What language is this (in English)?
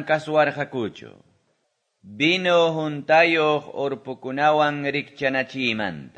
Quechua